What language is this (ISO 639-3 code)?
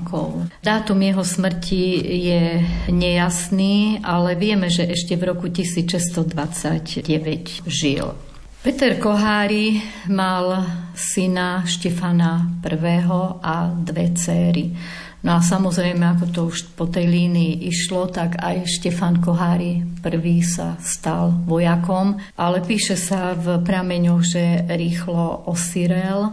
slk